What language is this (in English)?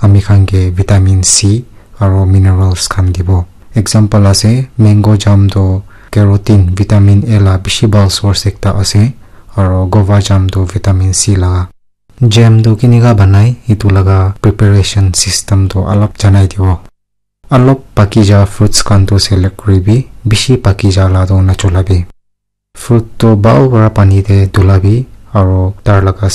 Naga Pidgin